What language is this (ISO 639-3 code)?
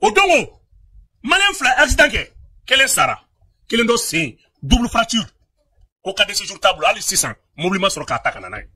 bam